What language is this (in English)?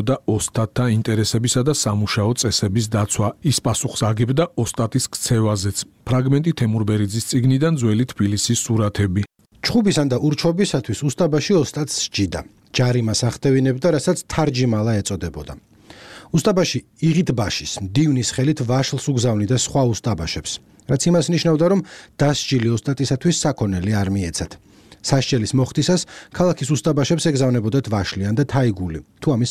Georgian